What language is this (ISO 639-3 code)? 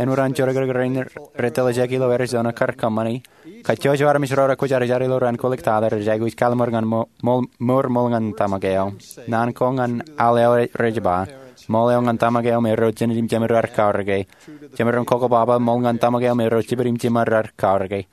mah